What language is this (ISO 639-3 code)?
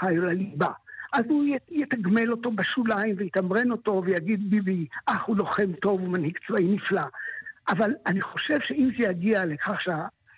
heb